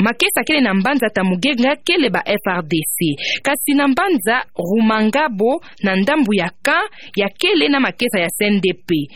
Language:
Kituba (Democratic Republic of Congo)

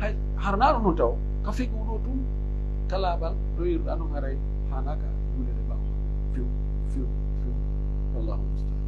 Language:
Pular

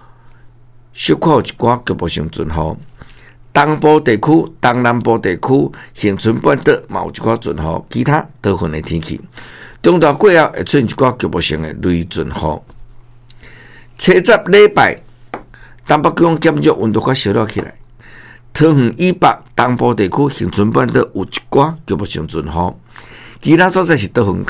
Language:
Min Nan Chinese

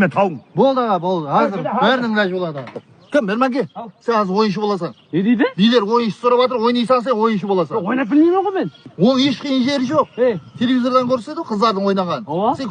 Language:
Kara-Kalpak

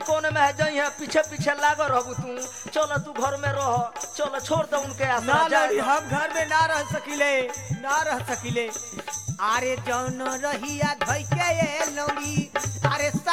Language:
Bhojpuri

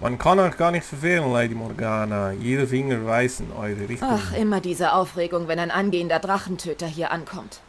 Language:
Swiss German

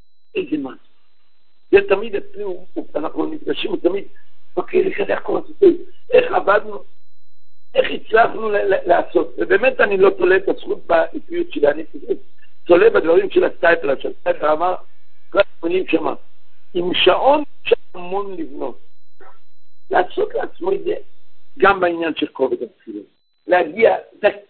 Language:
Hebrew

